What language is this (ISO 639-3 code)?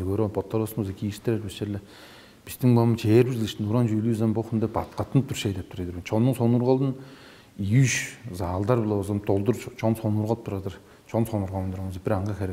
tyv